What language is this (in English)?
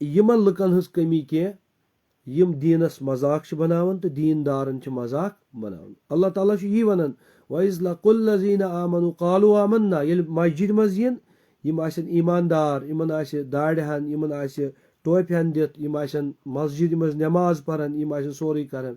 Kashmiri